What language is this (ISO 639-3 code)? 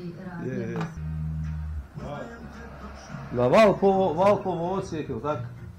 hrv